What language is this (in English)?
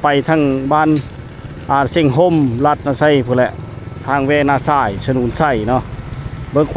Lao